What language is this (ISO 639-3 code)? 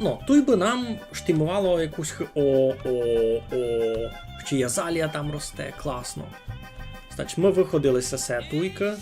rue